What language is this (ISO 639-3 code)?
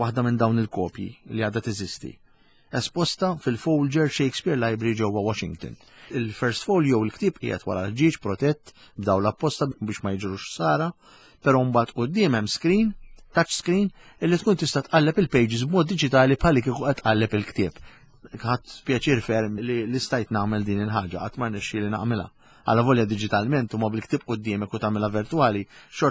mlt